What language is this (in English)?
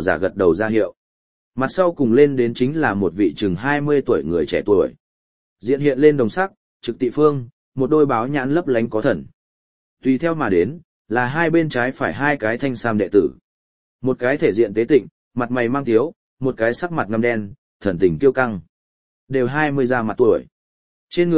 Vietnamese